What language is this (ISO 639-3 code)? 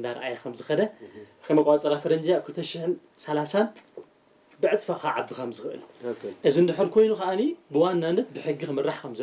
tir